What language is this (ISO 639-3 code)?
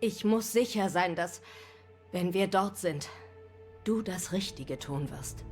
gsw